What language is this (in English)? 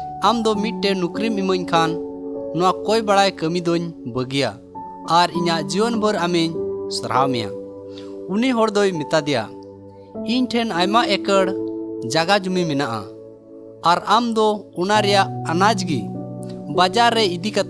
Santali